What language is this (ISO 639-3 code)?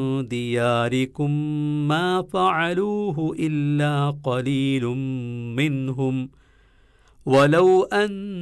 mal